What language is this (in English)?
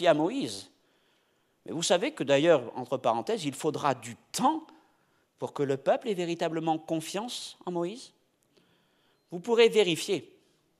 French